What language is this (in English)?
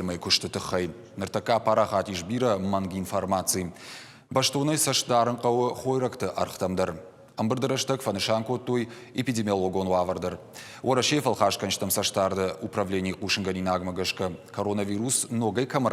Ossetic